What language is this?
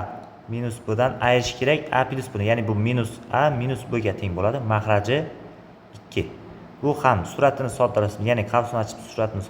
Uzbek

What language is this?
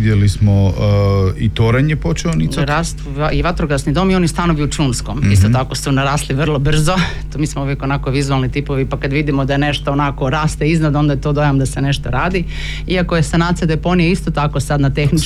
Croatian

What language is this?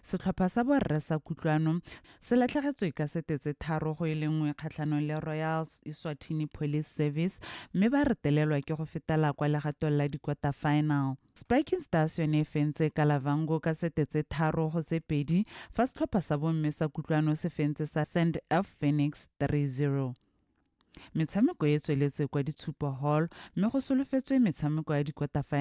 Tswana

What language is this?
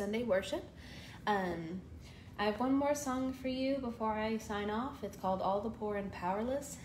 English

